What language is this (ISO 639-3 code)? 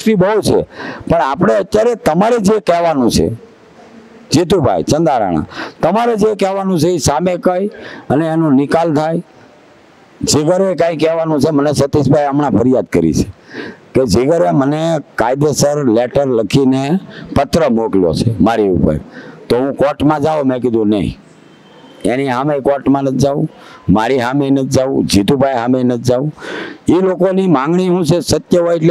guj